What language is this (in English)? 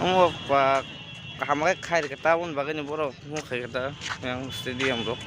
Kok Borok